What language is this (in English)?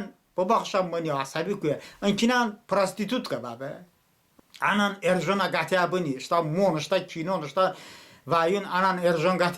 Talysh